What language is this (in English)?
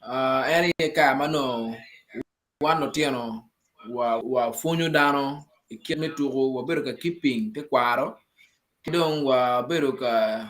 Acoli